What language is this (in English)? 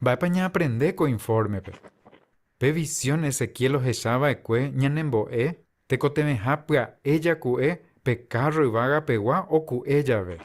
Guarani